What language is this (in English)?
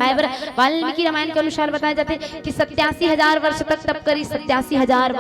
Chhattisgarhi